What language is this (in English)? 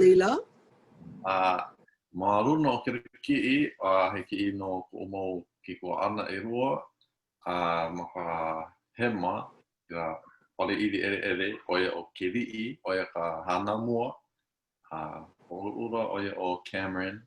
Hawaiian